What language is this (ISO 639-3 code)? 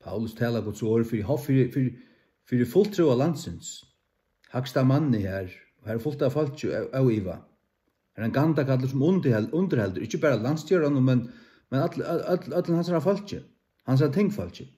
fao